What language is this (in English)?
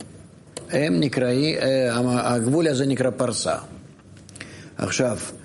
Hebrew